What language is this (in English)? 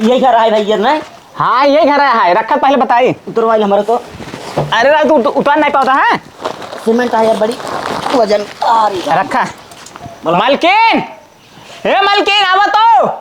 Awadhi